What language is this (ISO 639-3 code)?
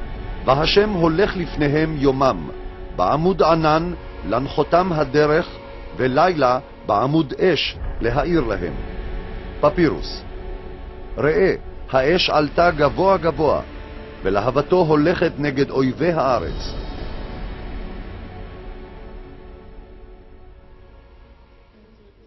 heb